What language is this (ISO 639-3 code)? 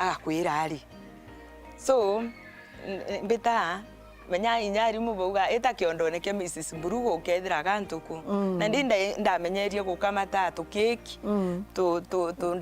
mer